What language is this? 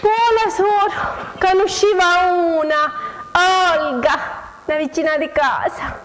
Sicilian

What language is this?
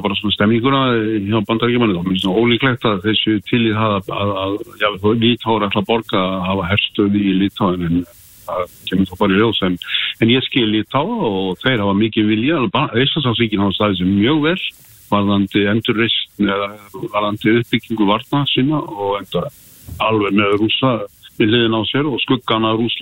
Icelandic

